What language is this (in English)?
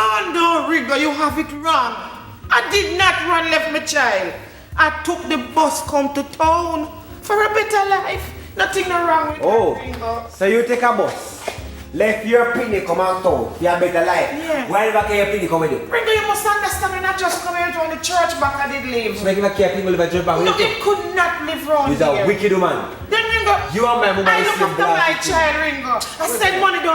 Jamaican Creole English